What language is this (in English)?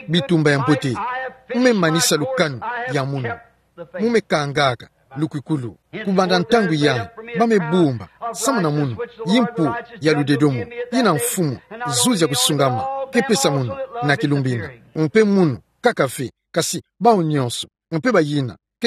Kituba (Democratic Republic of Congo)